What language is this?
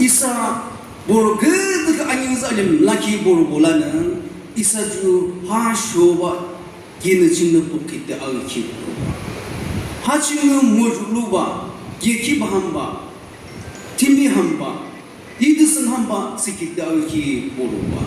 Naga Pidgin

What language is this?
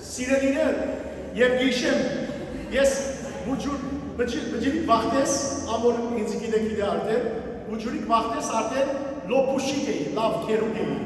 Western Armenian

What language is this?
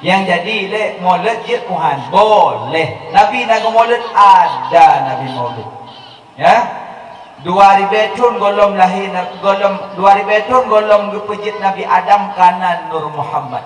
Achinese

